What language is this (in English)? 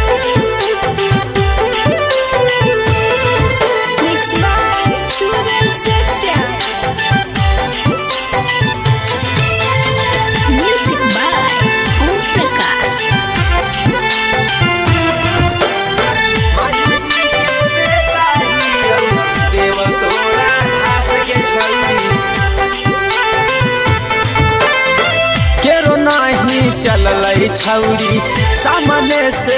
Magahi